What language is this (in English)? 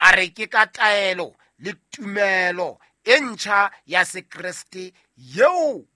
Southern Sotho